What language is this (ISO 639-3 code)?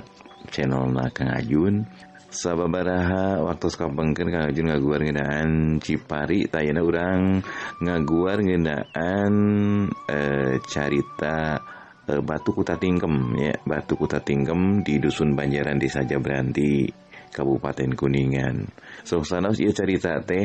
sun